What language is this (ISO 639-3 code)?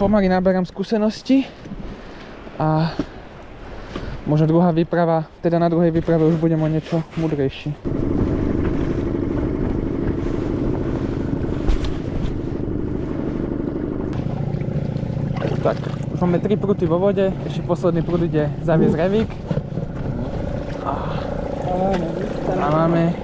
slk